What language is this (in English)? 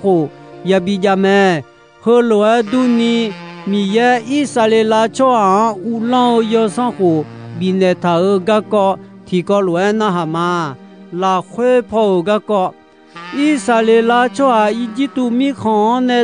Akha